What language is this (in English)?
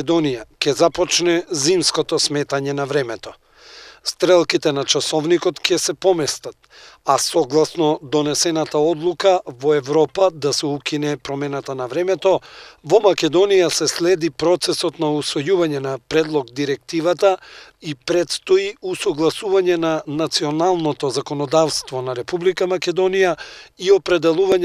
Macedonian